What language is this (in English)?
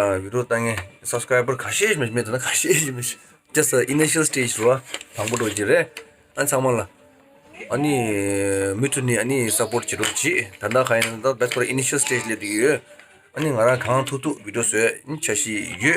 Tibetan